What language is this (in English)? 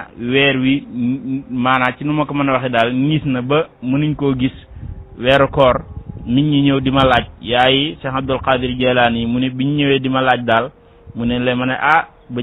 Wolof